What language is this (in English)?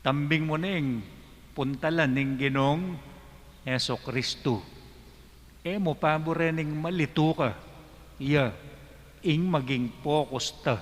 Pampanga